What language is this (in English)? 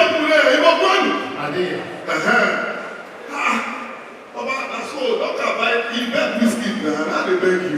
Nigerian Pidgin